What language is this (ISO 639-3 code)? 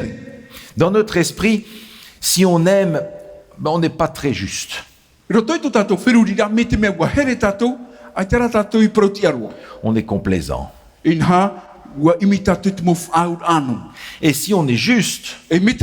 tah